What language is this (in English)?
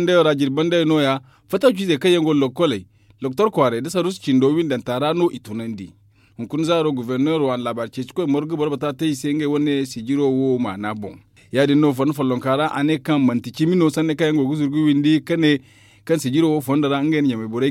Zarma